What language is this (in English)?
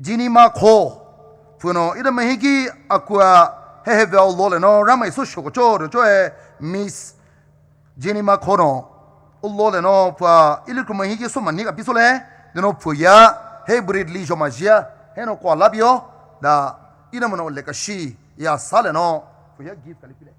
Poumei Naga